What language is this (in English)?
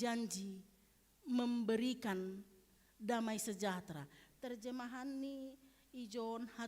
Batak Simalungun